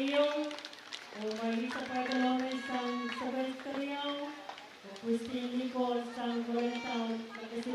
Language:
Pohnpeian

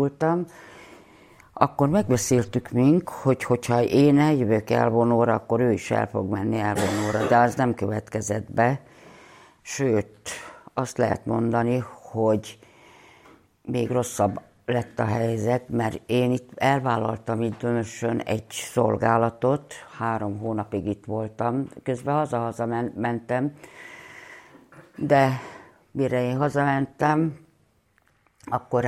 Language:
Hungarian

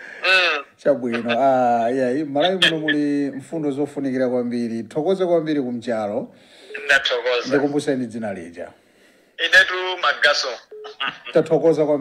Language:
Nyanja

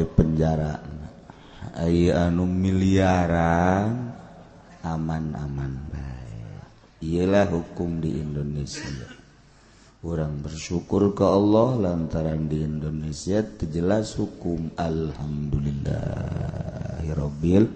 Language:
Sundanese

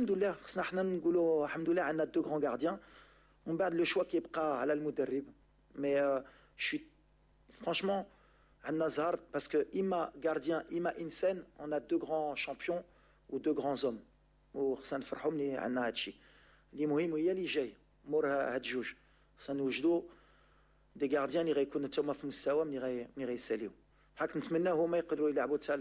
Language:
Moroccan Arabic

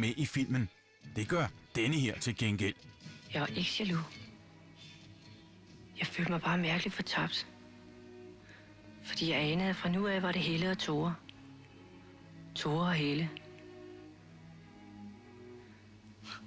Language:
Danish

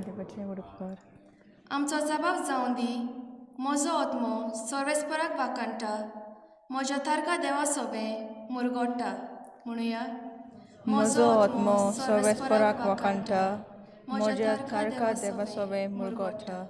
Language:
Konkani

